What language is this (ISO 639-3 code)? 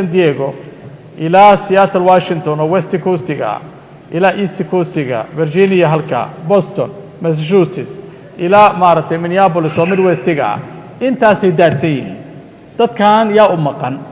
som